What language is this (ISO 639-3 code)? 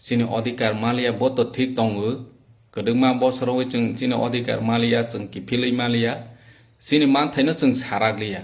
trp